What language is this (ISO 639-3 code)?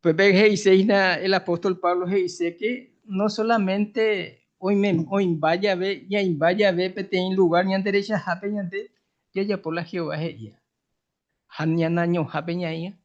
grn